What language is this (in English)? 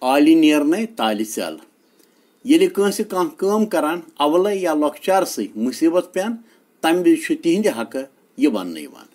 Kashmiri